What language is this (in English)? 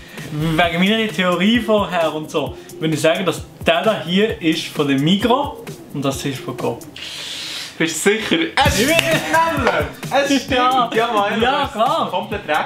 Swiss German